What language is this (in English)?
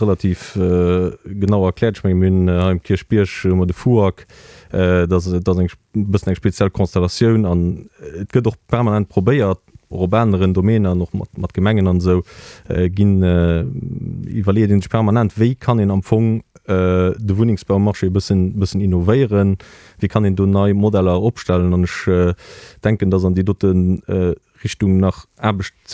Luxembourgish